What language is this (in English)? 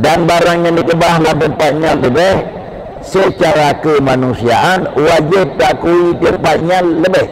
Achinese